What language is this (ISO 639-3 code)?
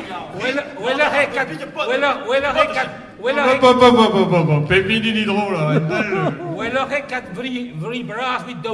bre